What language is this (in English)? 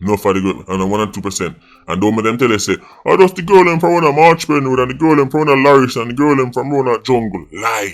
Jamaican Creole English